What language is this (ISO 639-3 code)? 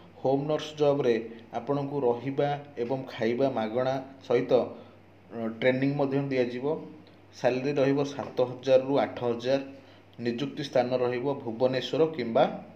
ori